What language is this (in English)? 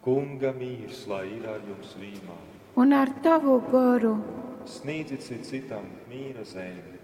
Latgalian